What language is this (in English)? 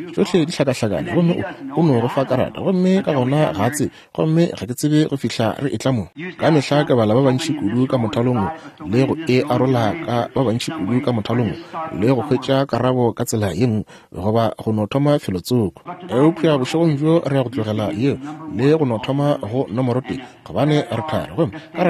Northern Sotho